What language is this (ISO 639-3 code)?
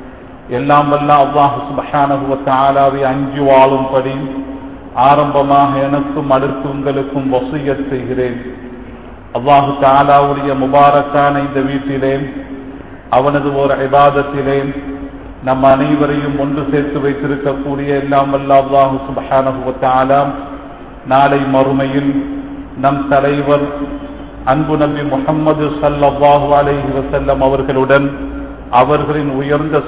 tam